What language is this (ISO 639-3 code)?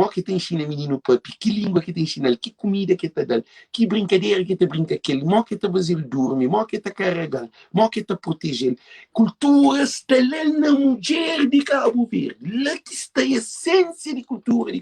kea